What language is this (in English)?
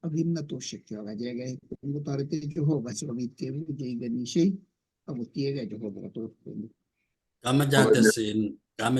Kalenjin